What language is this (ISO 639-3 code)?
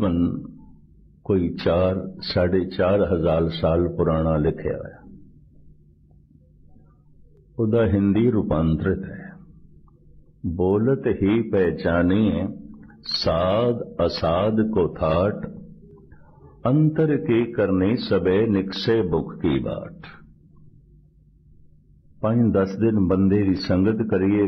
pan